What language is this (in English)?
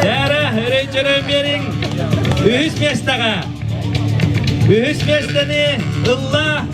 Yakut